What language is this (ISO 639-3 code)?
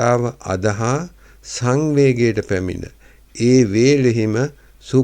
sin